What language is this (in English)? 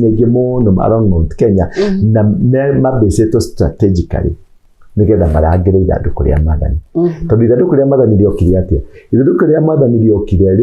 Kikuyu